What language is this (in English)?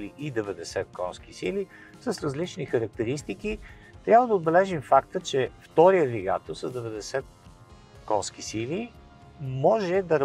Bulgarian